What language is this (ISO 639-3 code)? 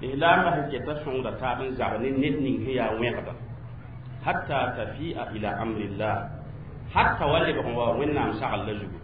mos